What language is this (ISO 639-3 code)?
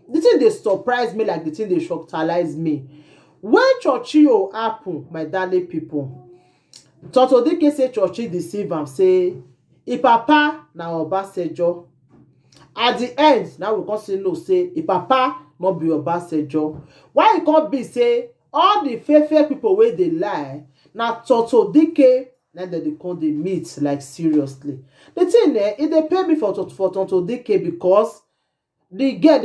pcm